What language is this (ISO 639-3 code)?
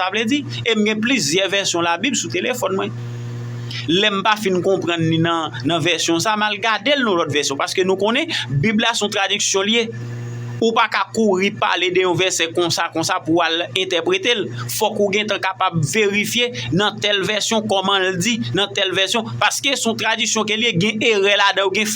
hat